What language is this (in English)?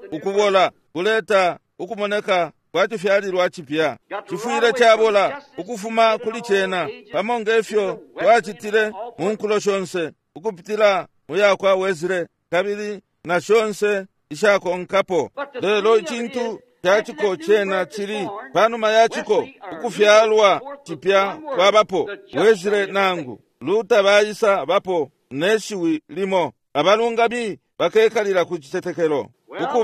Bemba